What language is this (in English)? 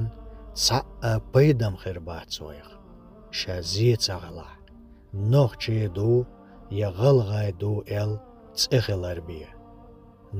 Chechen